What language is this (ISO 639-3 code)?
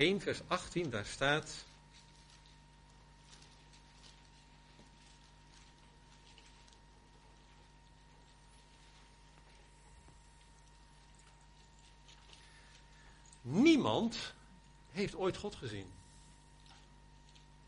nld